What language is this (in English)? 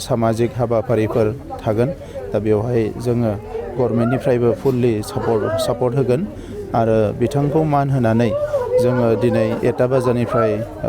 Bodo